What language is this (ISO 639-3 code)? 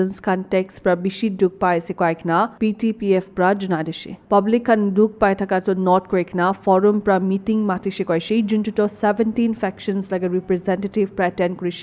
nag